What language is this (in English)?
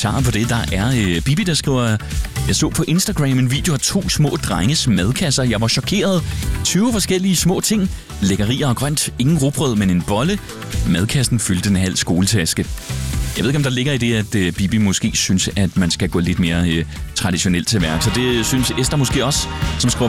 Danish